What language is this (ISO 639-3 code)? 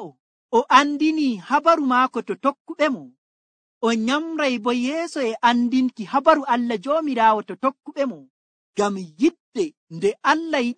fuv